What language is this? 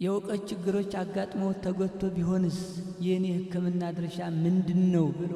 Amharic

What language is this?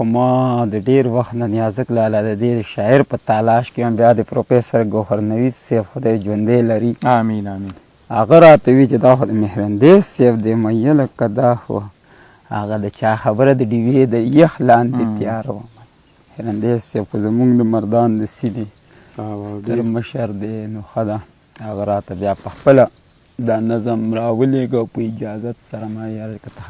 Pashto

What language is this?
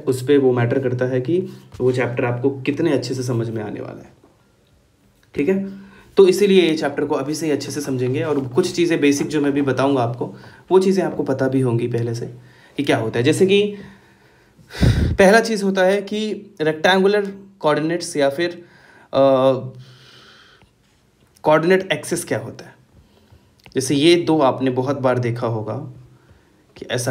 Hindi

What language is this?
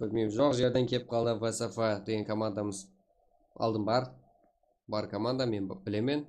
Kara-Kalpak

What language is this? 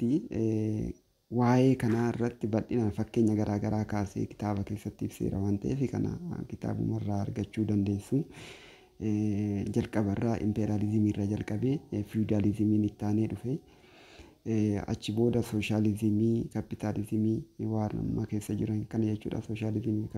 Oromo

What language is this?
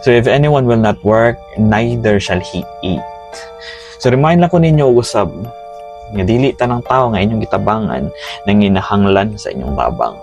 Cebuano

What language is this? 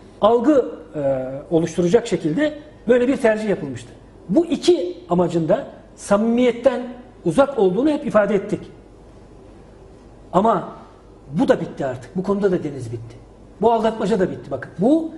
Turkish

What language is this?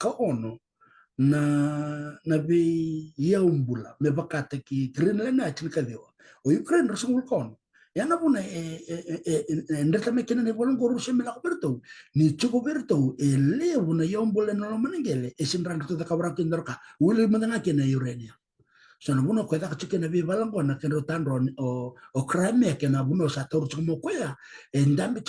Fijian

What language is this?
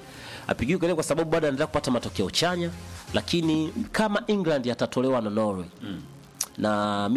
Swahili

